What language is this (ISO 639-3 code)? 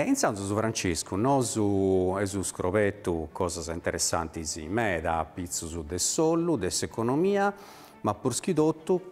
srd